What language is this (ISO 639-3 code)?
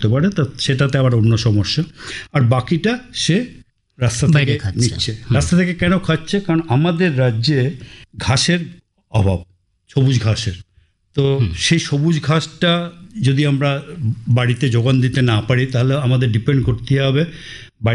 ben